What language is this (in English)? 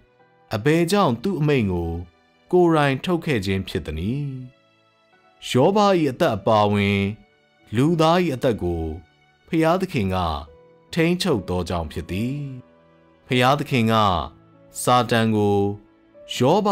Burmese